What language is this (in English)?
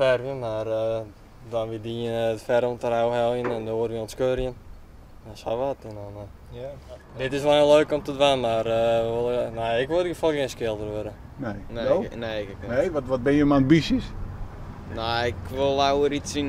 Western Frisian